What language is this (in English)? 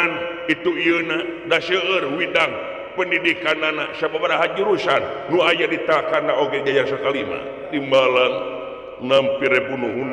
Sundanese